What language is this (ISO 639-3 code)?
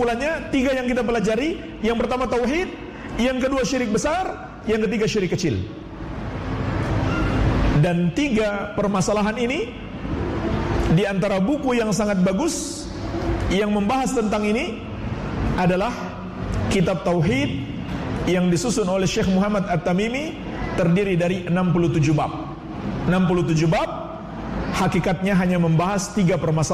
ind